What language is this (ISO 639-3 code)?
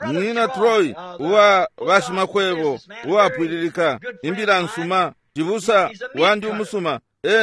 bem